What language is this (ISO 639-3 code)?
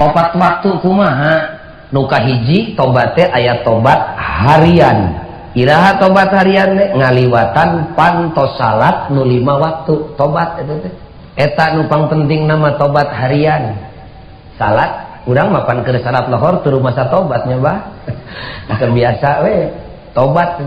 sun